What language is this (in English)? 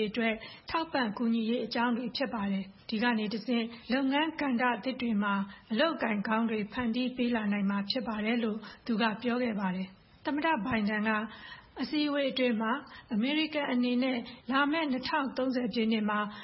Burmese